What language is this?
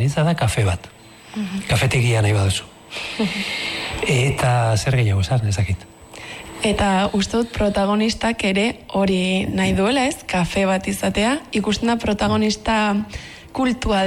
Basque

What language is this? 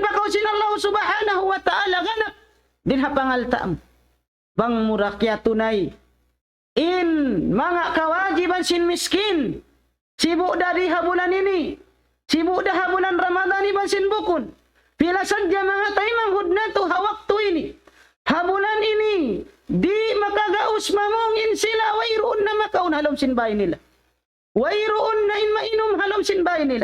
Tausug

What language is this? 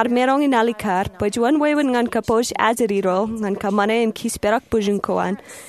Marshallese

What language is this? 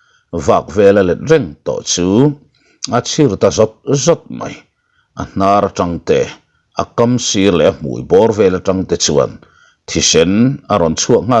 Mizo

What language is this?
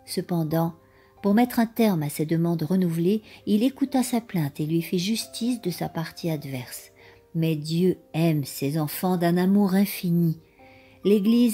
French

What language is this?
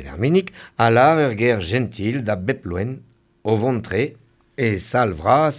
Breton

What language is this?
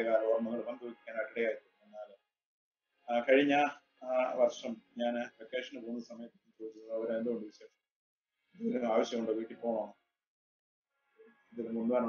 Malayalam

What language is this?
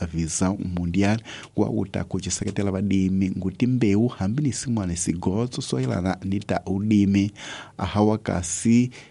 Tsonga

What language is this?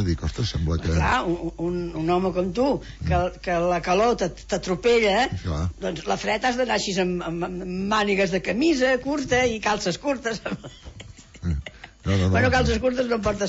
Catalan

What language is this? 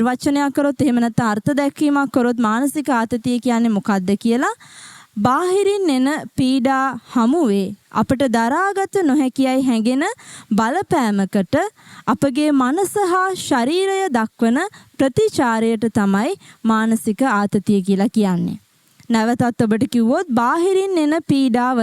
Sinhala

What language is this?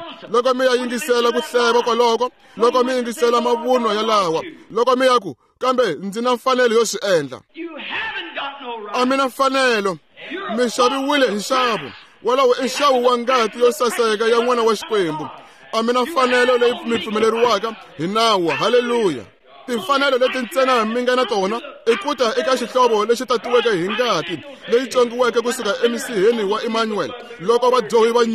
Tsonga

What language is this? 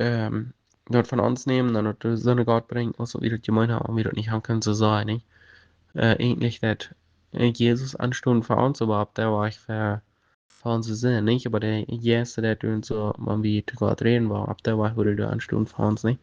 Plautdietsch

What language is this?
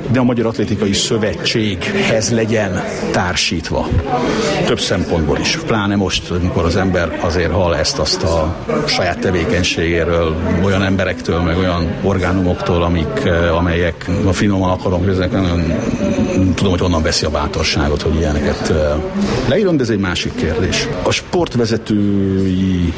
Hungarian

